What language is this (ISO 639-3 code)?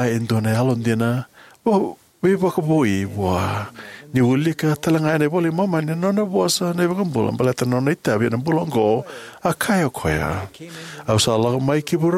fij